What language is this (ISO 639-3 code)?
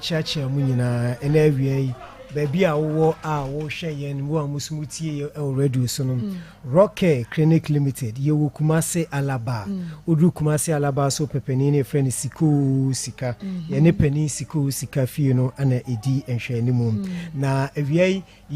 aka